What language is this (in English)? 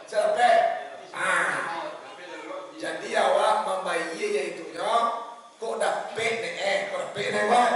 Minangkabau